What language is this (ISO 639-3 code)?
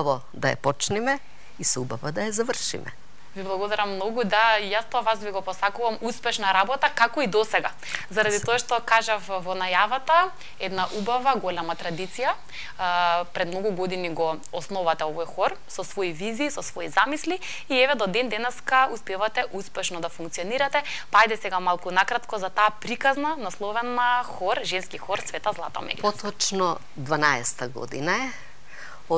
mkd